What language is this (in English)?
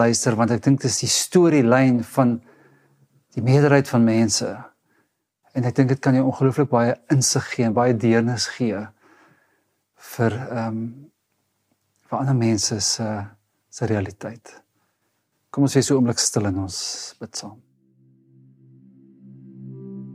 Afrikaans